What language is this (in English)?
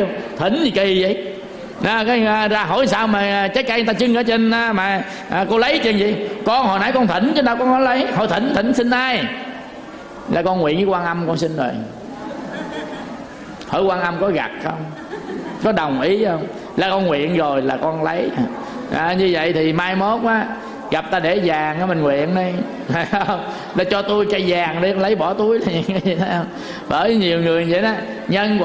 Vietnamese